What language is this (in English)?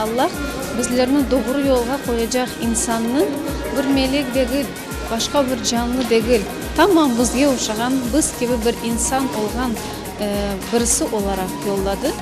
Crimean Tatar